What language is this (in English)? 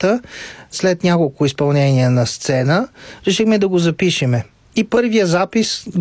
Bulgarian